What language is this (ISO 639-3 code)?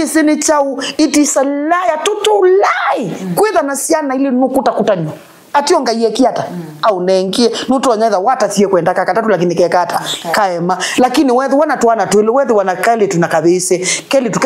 kam